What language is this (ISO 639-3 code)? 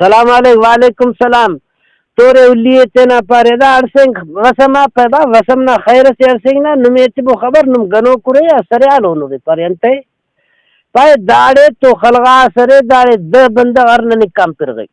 brh